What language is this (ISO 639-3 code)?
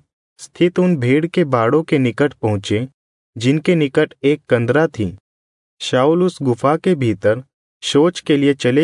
hin